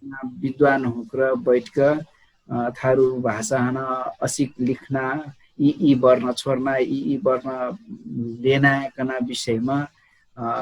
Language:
Dangaura Tharu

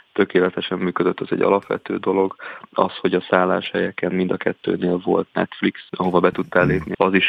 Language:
Hungarian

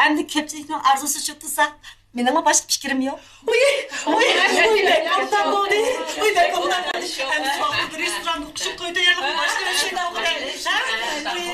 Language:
Uyghur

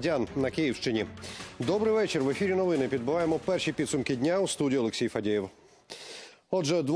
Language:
Ukrainian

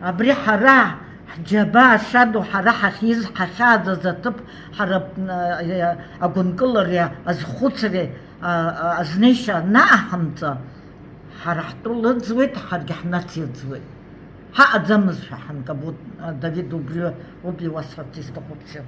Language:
Abkhazian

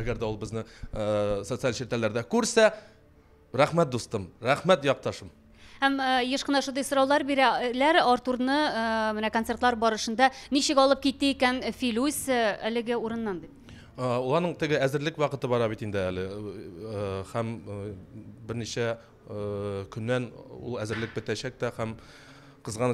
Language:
Tatar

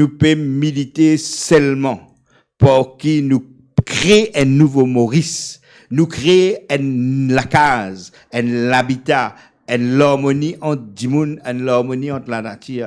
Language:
Morisyen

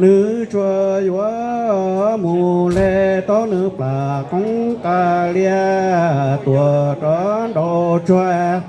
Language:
Hmong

